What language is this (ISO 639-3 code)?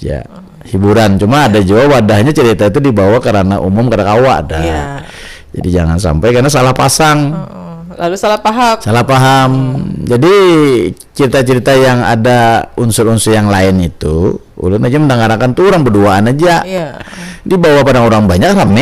bjn